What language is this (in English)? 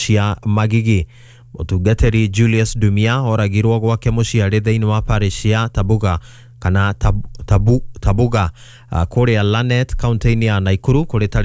Kikuyu